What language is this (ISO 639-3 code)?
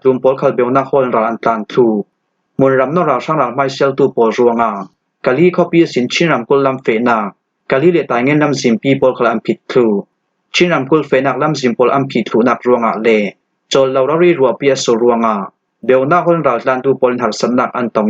cfm